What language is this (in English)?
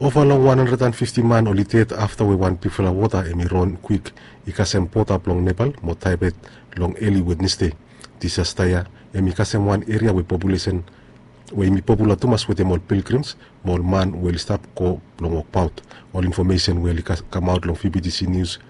Bislama